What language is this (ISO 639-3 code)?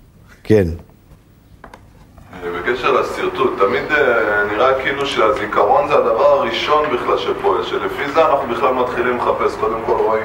heb